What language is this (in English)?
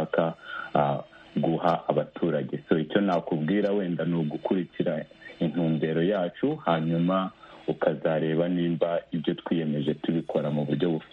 Kinyarwanda